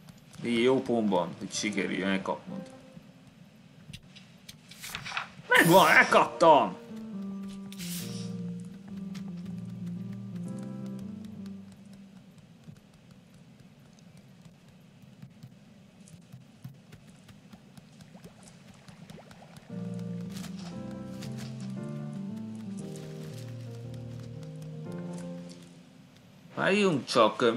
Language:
Hungarian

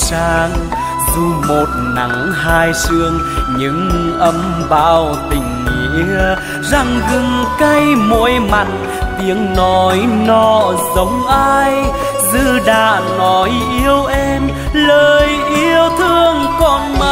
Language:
Vietnamese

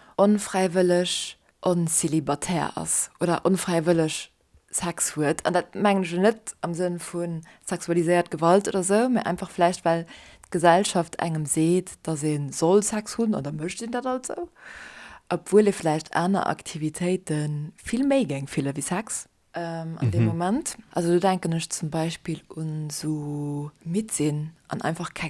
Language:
Luxembourgish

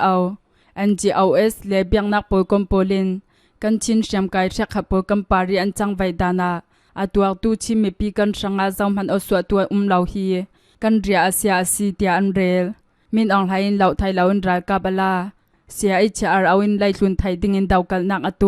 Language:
Hakha Chin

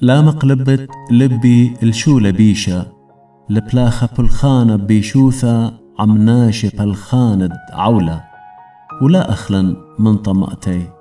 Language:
Assyrian Neo-Aramaic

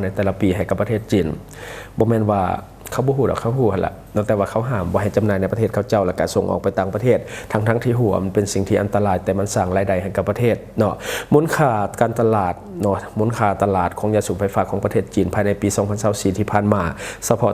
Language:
Lao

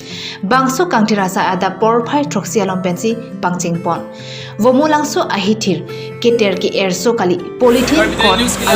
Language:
Karbi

